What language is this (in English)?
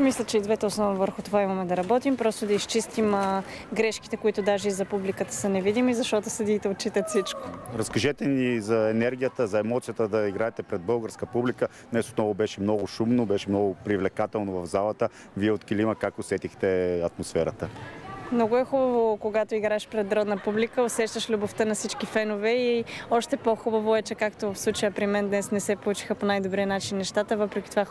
Bulgarian